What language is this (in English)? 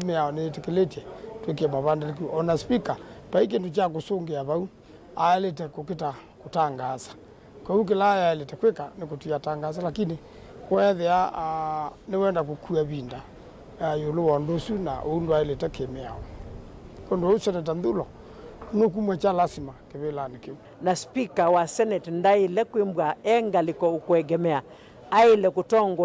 Kamba